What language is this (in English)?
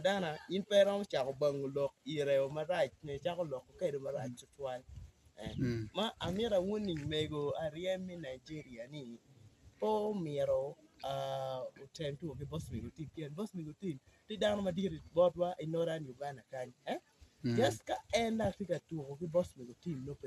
Acoli